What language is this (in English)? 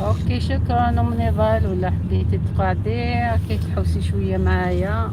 Algerian Arabic